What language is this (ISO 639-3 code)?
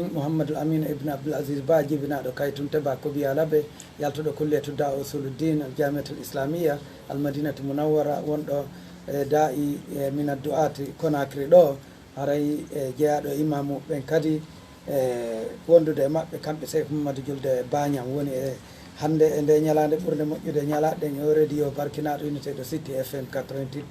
ful